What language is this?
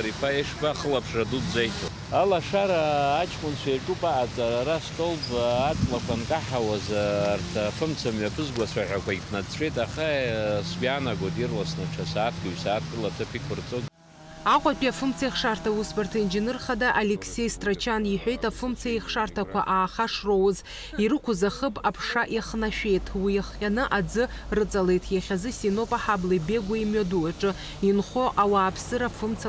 Abkhazian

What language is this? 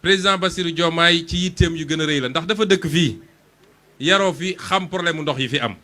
Wolof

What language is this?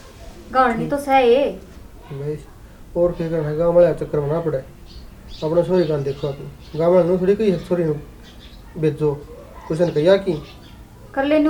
Haryanvi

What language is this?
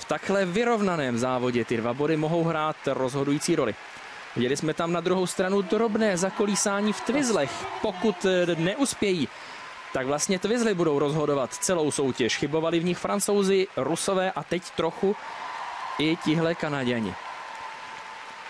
Czech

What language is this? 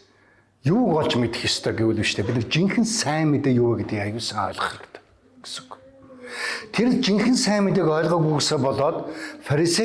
Mongolian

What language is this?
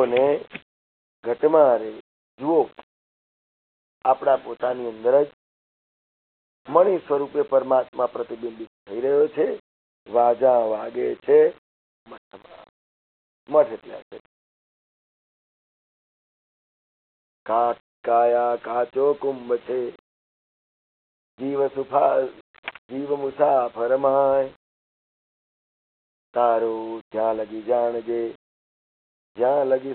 Gujarati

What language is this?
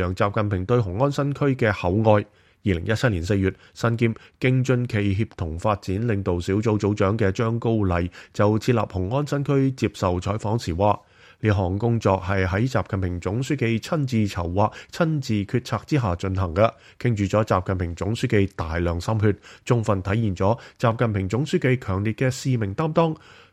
Cantonese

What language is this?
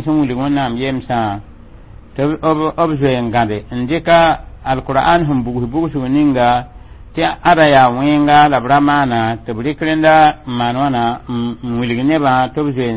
Mossi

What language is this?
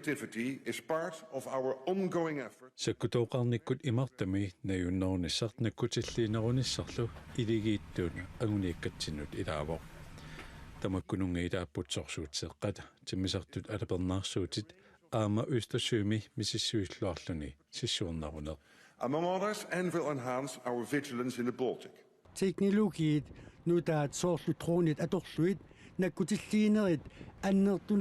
Kalaallisut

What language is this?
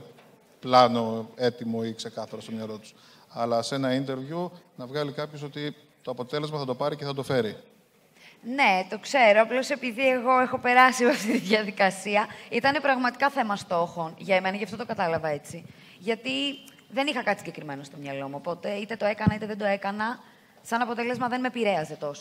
Greek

